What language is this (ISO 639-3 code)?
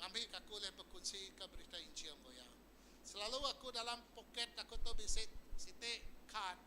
iba